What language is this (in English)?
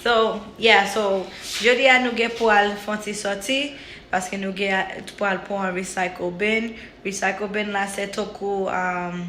Haitian Creole